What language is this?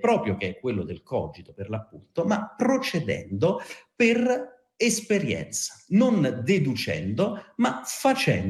Italian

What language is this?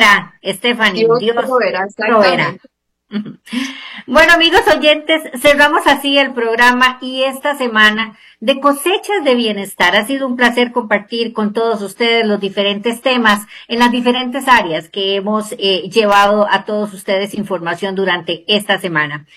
Spanish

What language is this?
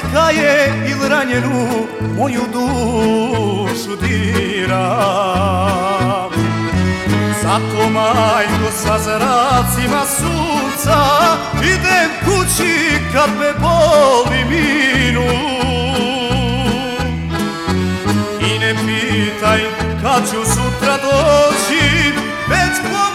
Serbian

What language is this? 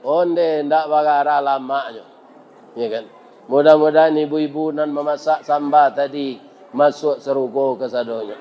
Minangkabau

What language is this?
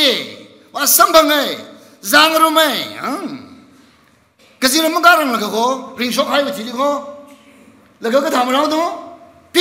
Tangkhul Naga (India)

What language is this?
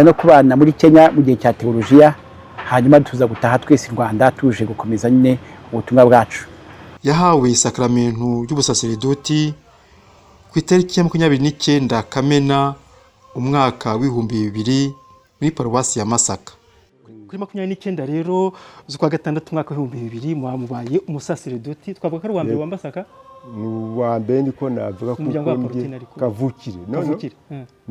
Kinyarwanda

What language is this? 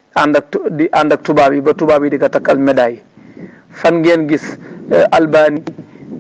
Wolof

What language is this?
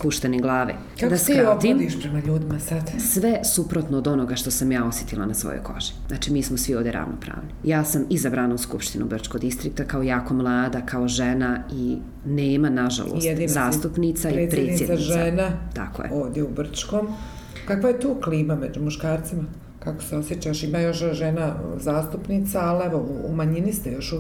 Bosnian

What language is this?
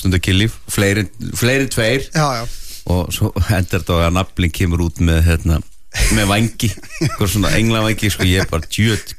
Icelandic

